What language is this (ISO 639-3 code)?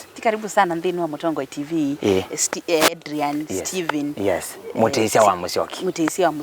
kam